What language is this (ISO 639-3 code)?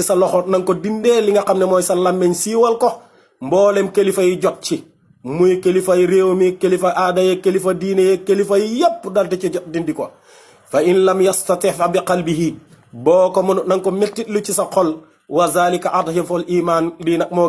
wol